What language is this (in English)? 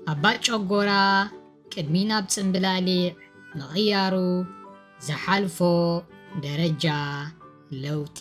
Tigrinya